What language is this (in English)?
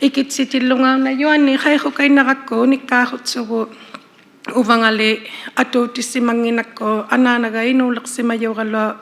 Inuktitut